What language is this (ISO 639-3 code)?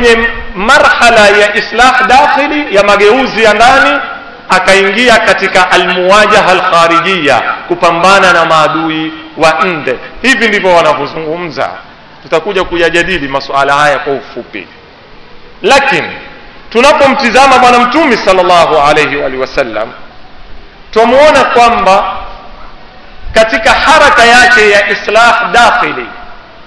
swa